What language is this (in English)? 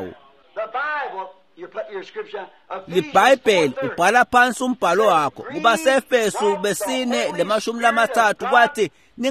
Swati